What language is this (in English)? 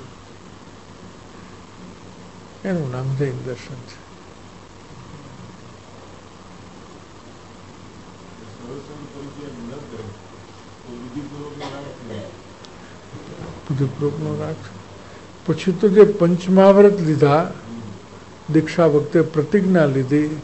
Gujarati